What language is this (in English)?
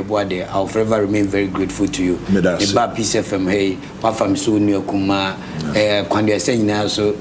Akan